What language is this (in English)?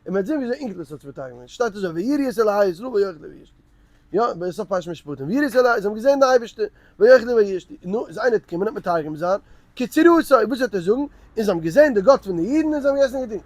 Yiddish